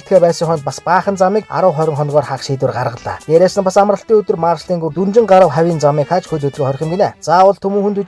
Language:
Mongolian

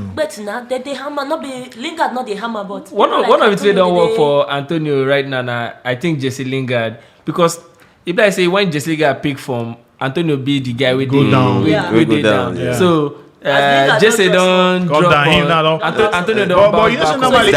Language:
Nigerian Pidgin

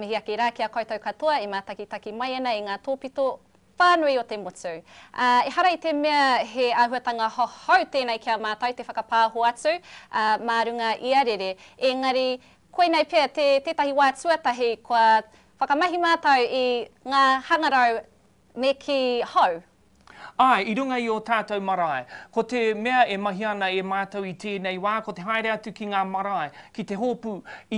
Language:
Māori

